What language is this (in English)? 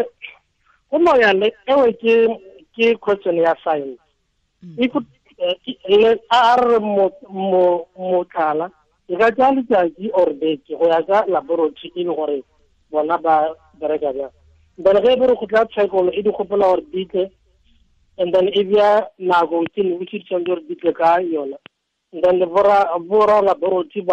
Tswana